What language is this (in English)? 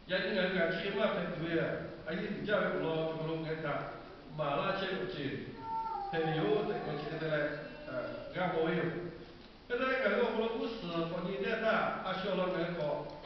Lahu